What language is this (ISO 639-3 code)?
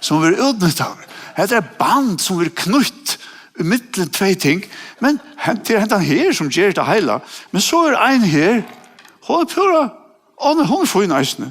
fao